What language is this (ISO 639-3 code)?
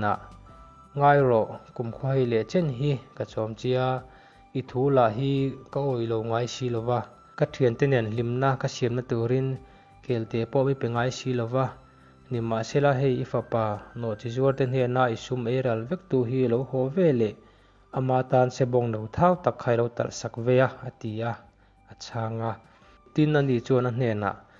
lus